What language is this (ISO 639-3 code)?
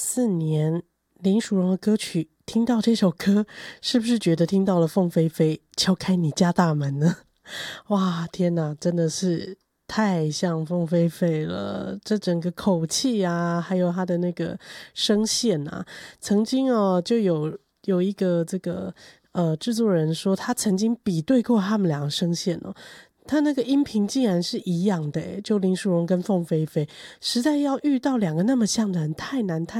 zho